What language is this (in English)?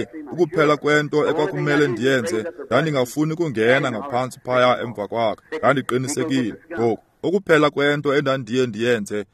Xhosa